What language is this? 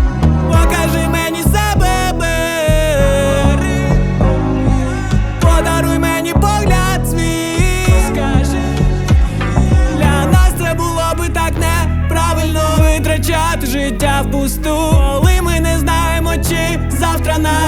Ukrainian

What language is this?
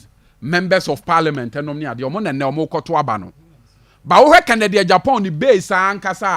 Akan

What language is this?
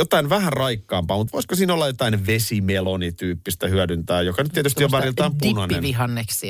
Finnish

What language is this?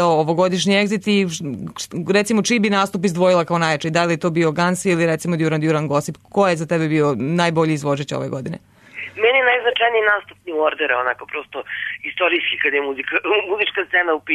Serbian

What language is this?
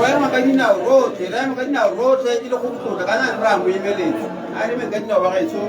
Tswana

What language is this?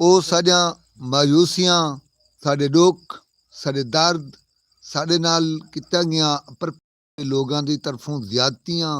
Saraiki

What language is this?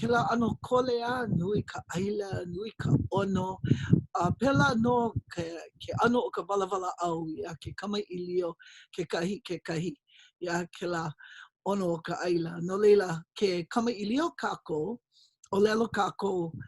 Hawaiian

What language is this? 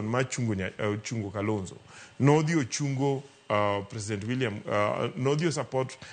Luo (Kenya and Tanzania)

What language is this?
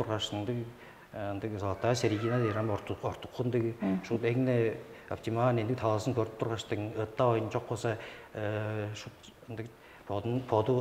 Tuvinian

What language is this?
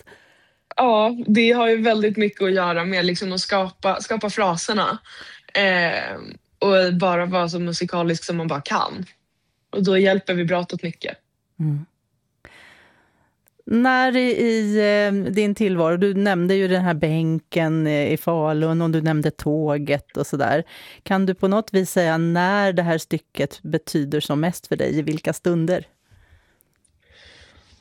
Swedish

